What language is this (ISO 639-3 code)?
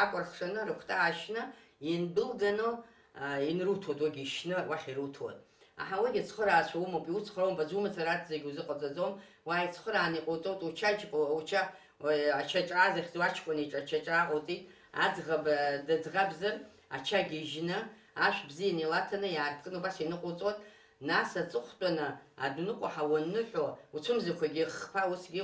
abk